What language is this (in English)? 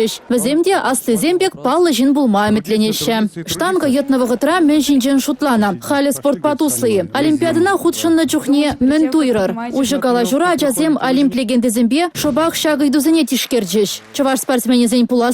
Chuvash